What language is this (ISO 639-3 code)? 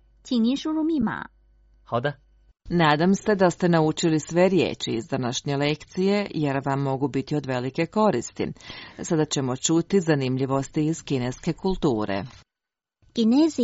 hrv